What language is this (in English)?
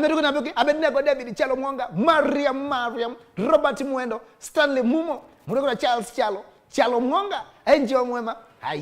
Kamba